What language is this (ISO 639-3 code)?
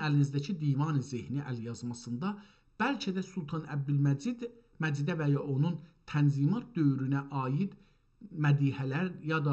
azb